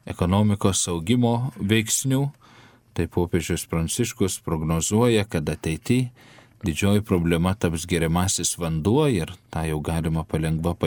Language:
Lithuanian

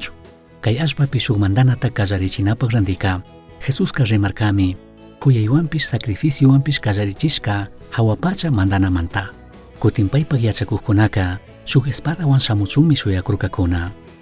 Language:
Chimborazo Highland Quichua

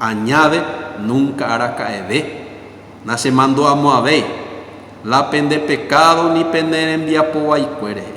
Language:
Guarani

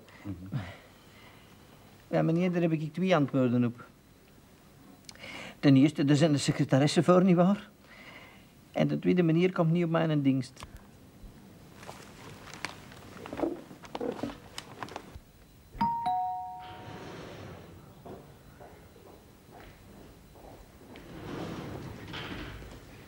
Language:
Dutch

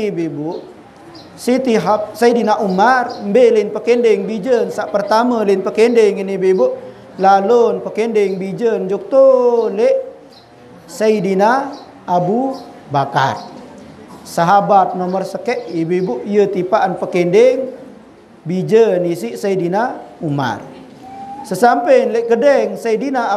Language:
Sasak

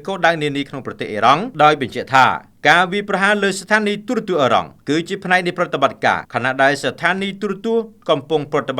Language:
Khmer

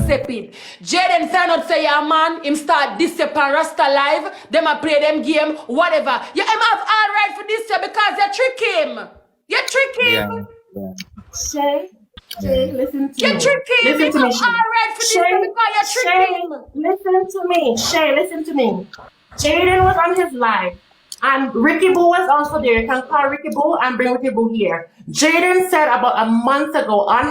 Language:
Jamaican Creole English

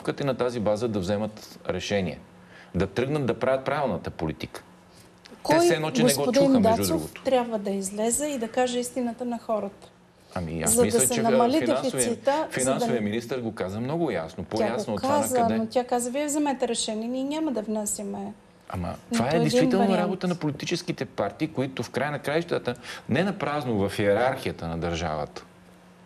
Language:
Bulgarian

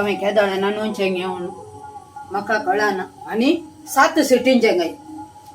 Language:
Konkani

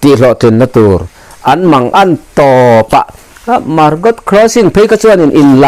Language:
Mizo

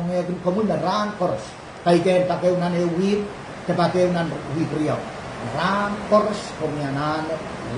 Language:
Pohnpeian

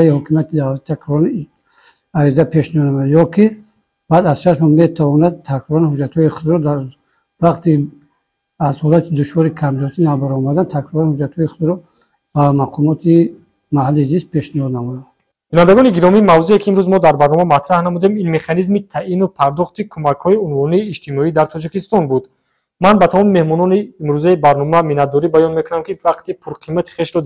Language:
Tajik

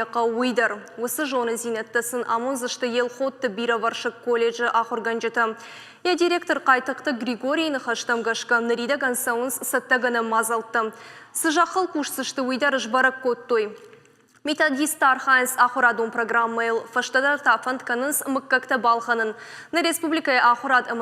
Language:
Ossetic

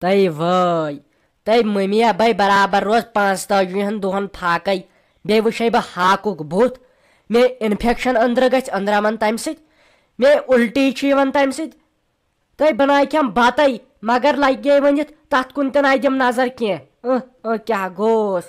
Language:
Kashmiri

